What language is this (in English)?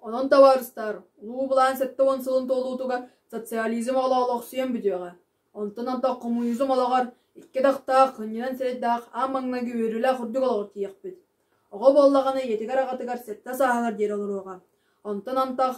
Yakut